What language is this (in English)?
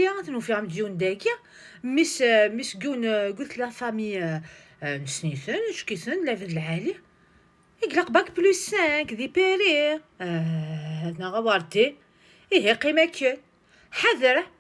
Kabyle